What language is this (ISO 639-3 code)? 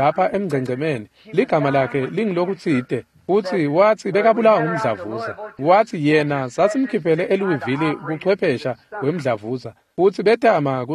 ssw